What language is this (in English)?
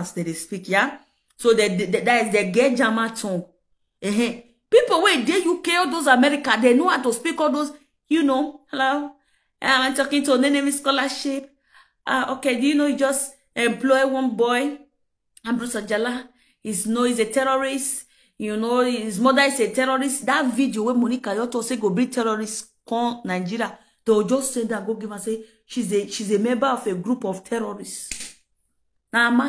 Nigerian Pidgin